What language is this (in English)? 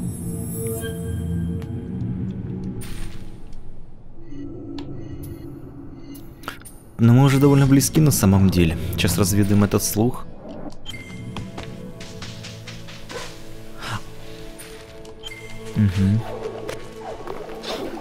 Russian